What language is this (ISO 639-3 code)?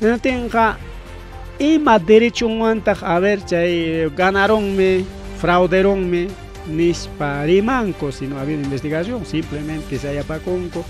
quy